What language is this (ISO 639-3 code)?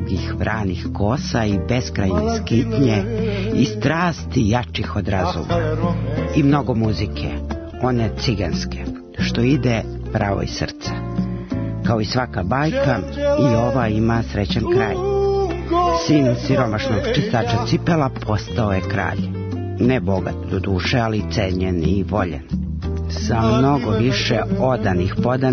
srp